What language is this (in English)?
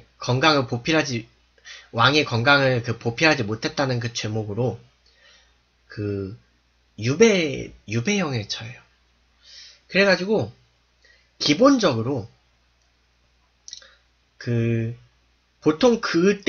Korean